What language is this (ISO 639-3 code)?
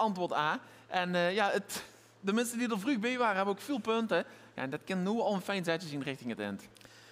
lim